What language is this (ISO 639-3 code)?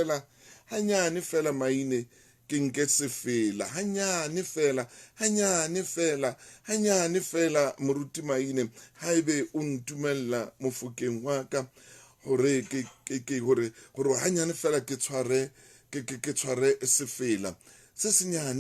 sot